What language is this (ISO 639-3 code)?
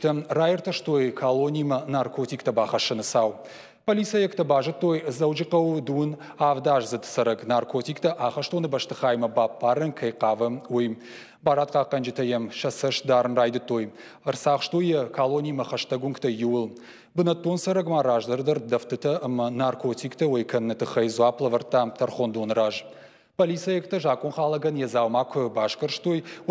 oss